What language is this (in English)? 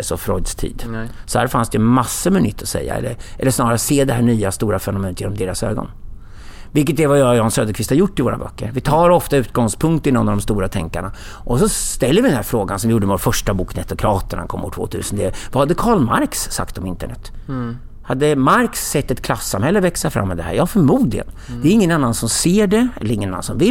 Swedish